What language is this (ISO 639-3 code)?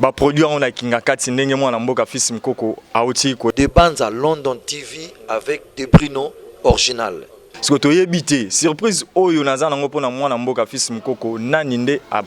lin